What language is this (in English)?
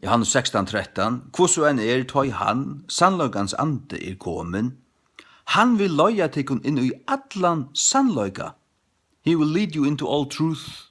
Faroese